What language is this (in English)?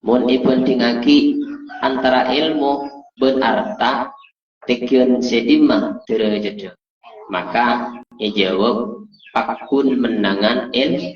Madurese